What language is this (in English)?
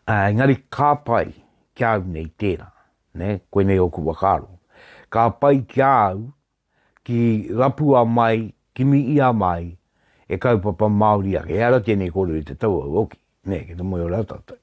Māori